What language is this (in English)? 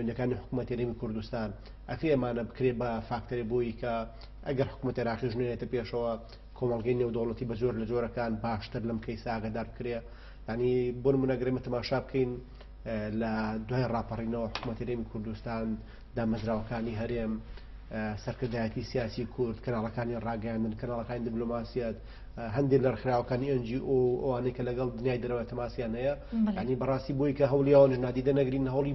Central Kurdish